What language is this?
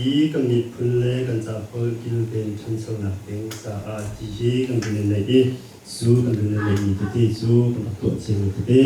Hakha Chin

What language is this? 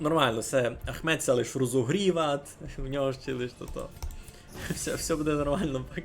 Rusyn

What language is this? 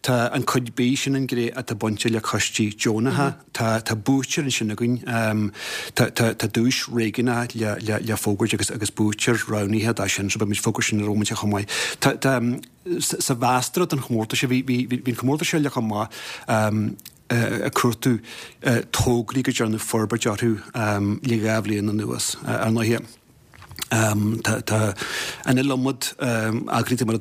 Irish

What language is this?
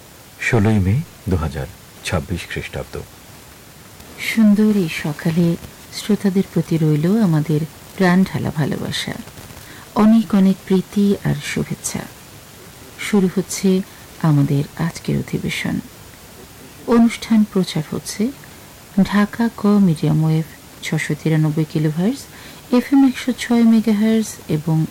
Bangla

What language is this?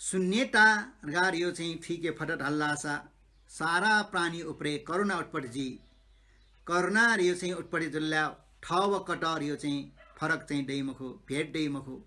Newari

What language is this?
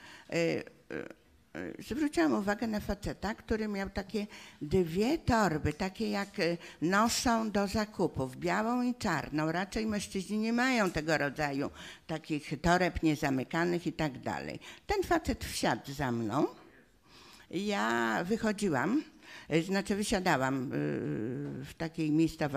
Polish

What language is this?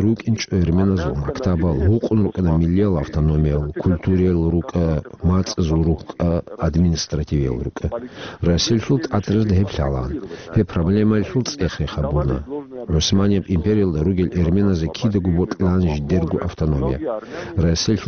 Avaric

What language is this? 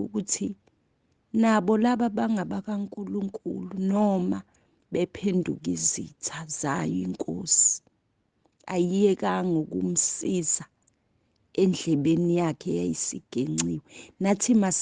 Zulu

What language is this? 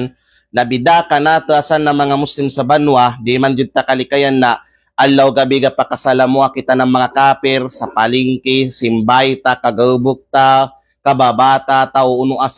Kalagan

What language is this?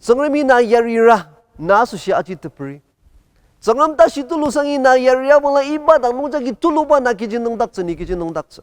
Ao Naga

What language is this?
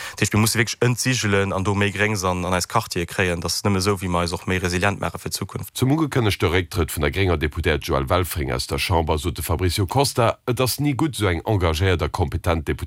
Luxembourgish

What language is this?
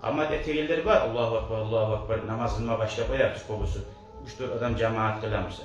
Kumyk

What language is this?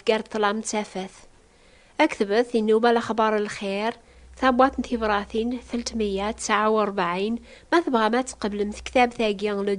Kabyle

